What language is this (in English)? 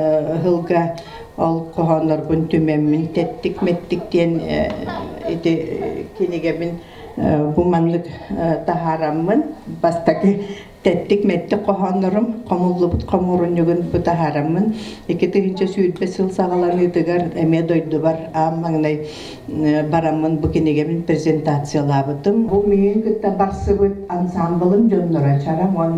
Yakut